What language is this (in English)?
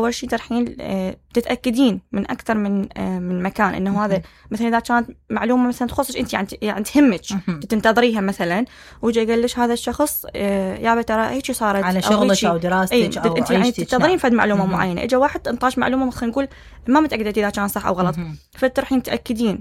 Mesopotamian Arabic